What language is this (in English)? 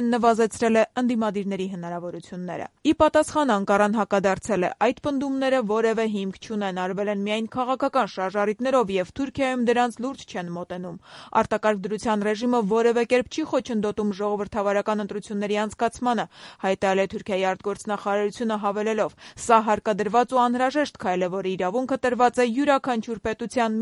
Armenian